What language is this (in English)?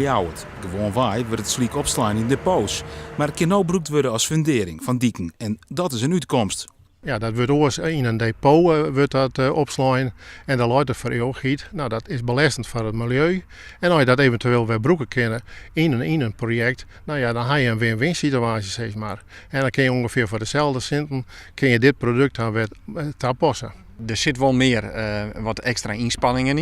Western Frisian